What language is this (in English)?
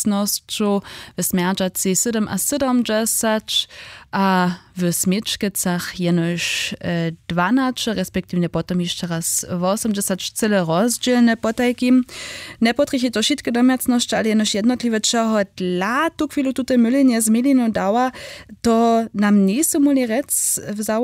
Upper Sorbian